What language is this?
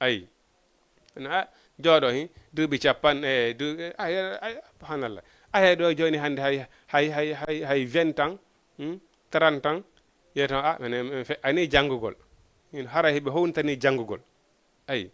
Fula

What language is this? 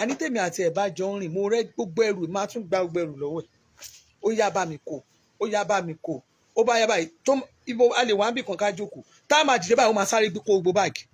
Yoruba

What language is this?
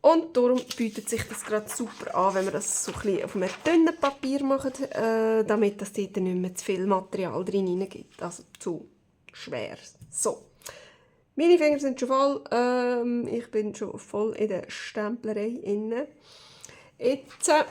Swiss German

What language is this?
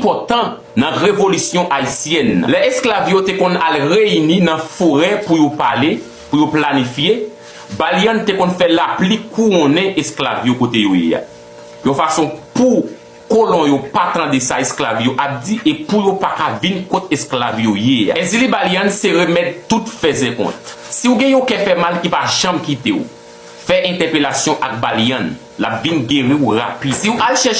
Haitian Creole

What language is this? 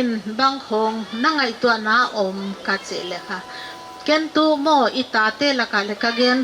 Paite Chin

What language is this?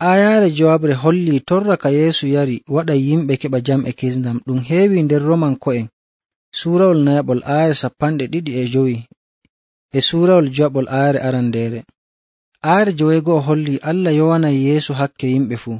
Nigerian Fulfulde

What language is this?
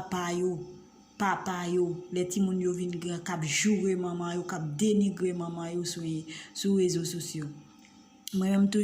Haitian Creole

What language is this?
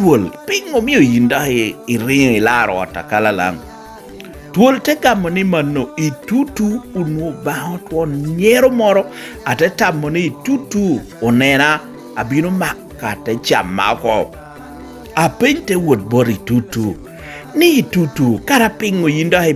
Lango (Uganda)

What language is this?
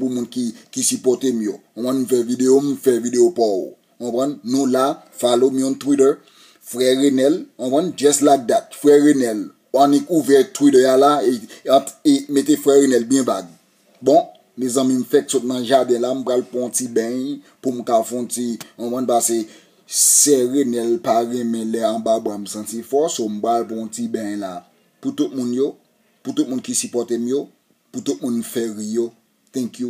Haitian Creole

